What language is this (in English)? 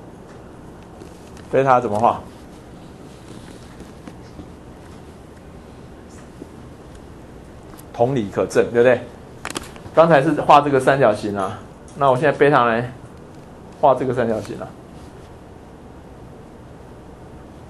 Chinese